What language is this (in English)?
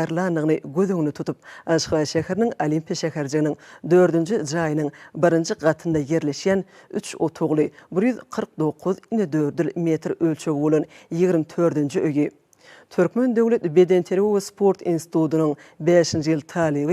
Turkmen